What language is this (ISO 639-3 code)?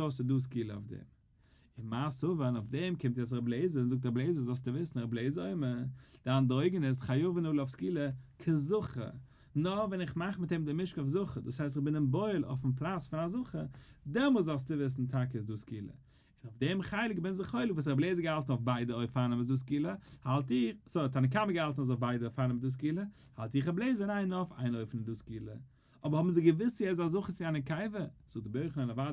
yid